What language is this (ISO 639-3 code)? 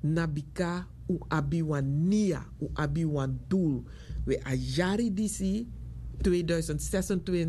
srn